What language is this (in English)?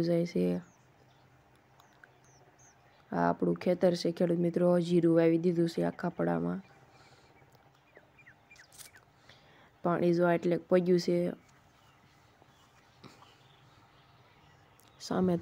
Gujarati